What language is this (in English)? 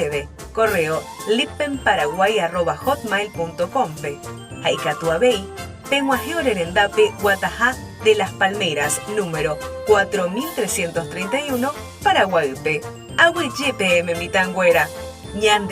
Guarani